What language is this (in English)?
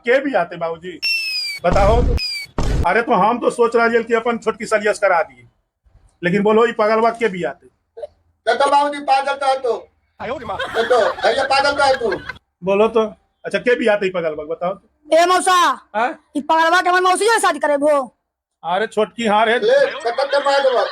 Magahi